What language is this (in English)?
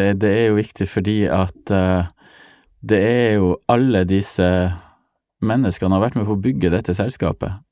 Norwegian